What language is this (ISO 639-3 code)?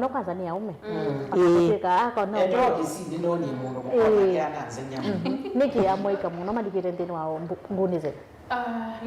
kam